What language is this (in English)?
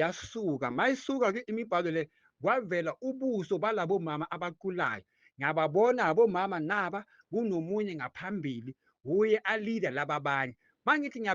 Zulu